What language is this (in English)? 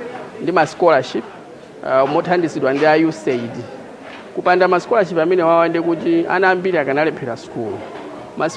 Nyanja